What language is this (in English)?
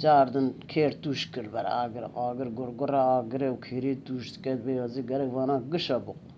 Kurdish